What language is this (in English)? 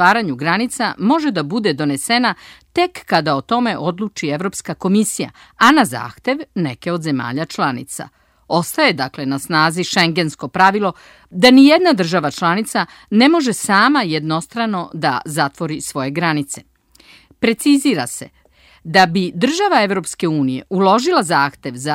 Serbian